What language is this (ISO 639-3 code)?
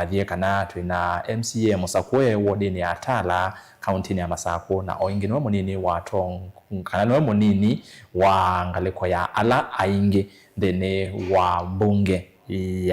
kam